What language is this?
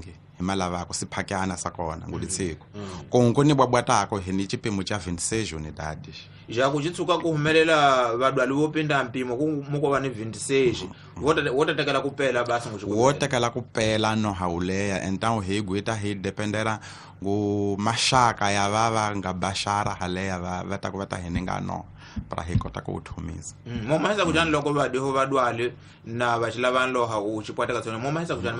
Tsonga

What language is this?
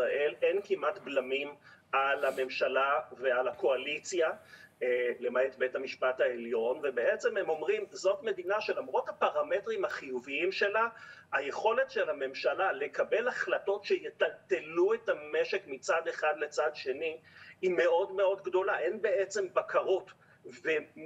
Hebrew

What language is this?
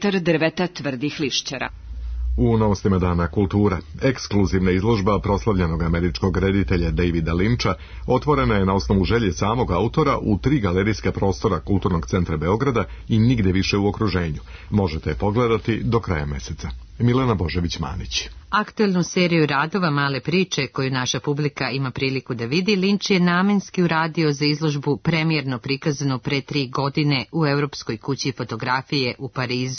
Serbian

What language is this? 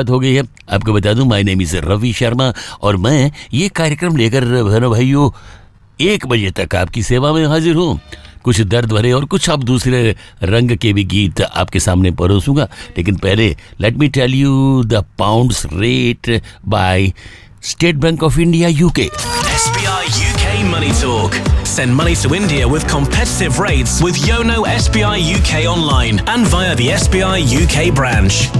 Hindi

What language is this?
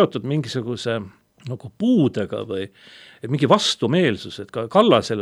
Estonian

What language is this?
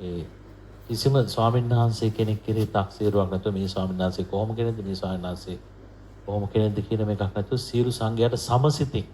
Sinhala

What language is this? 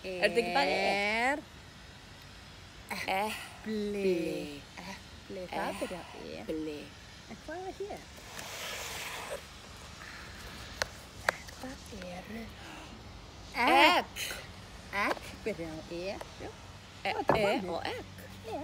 Icelandic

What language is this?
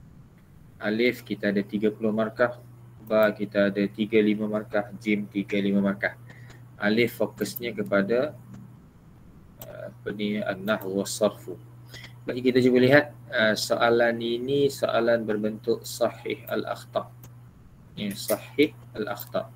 Malay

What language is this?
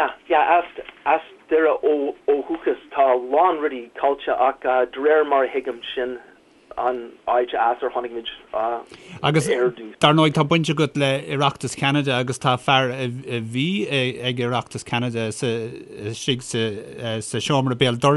Irish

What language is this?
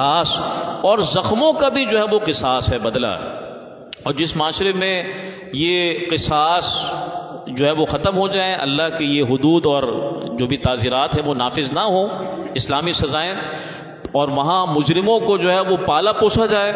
Urdu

